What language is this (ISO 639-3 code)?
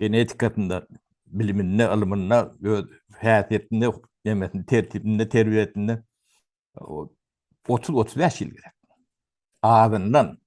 tuk